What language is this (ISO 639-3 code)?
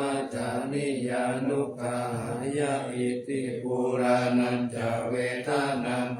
pli